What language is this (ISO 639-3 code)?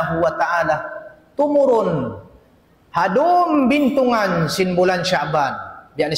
tsg